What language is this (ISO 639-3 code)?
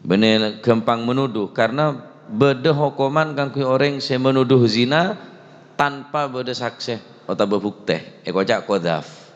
mad